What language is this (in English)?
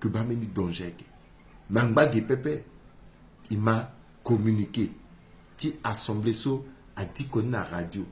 Sango